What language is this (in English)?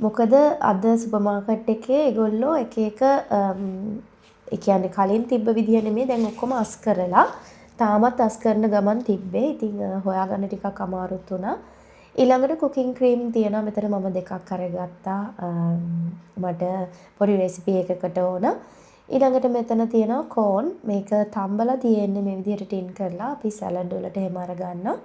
Sinhala